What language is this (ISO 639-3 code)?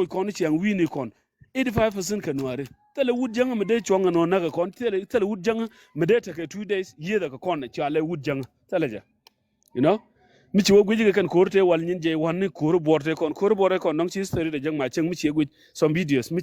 nus